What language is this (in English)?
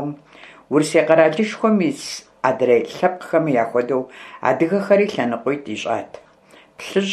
Kabardian